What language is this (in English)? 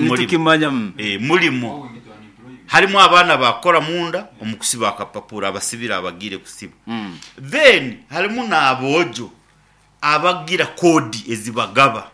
Nyankole